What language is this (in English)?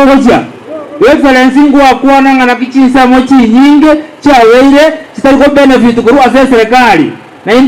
Gusii